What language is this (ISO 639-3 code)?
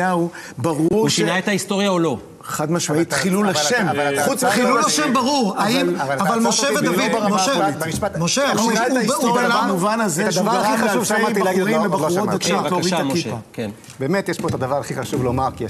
heb